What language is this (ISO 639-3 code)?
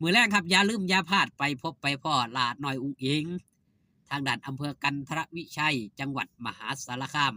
lao